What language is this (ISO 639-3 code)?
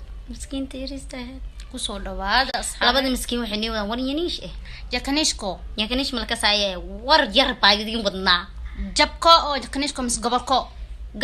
som